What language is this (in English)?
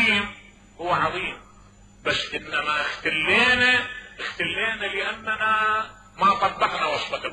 Mesopotamian Arabic